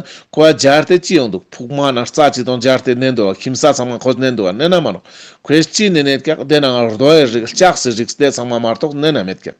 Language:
Ladakhi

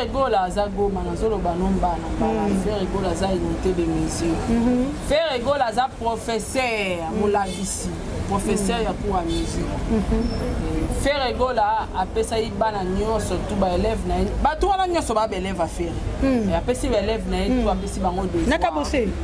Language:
Lingala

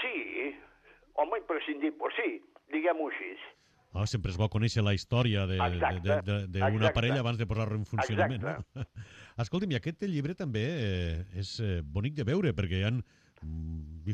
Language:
Catalan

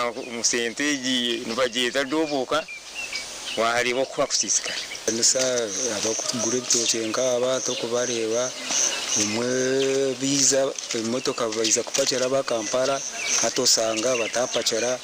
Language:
Nyankole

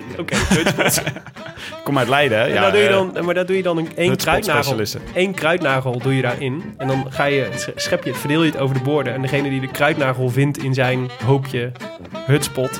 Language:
Dutch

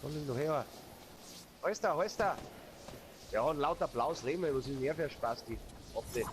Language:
Bavarian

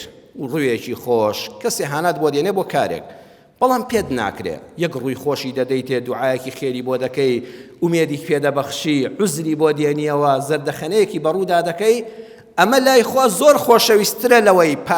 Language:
Central Kurdish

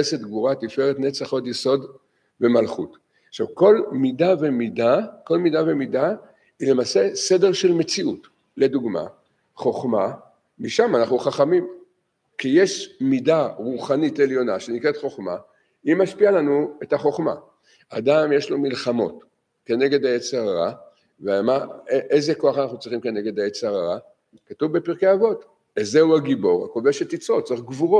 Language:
Hebrew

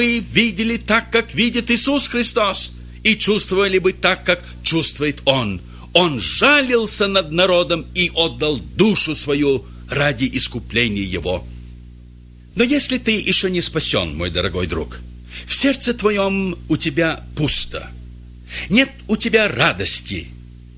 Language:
Russian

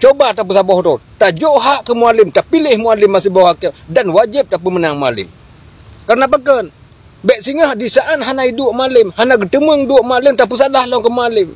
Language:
Achinese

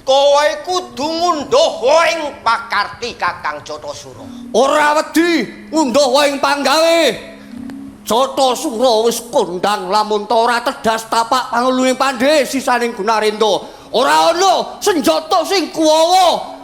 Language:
Javanese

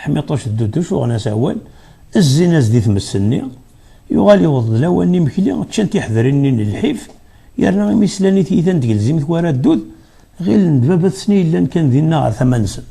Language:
Kabyle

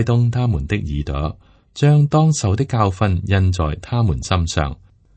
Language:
Cantonese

